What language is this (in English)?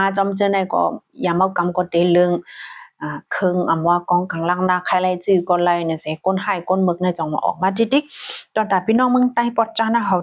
Shan